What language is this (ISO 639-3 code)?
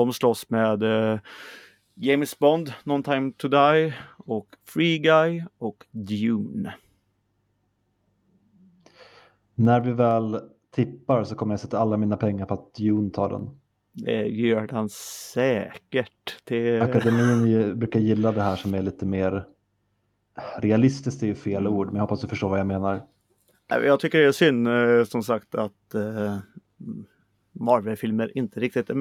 swe